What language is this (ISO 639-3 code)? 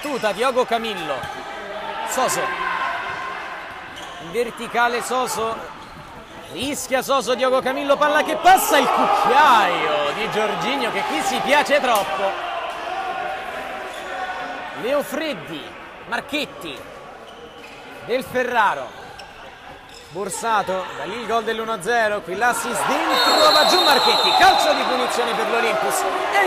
ita